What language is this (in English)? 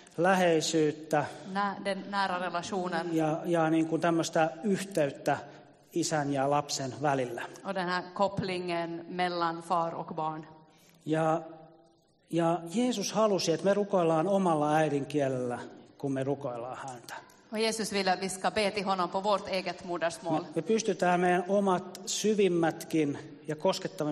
Finnish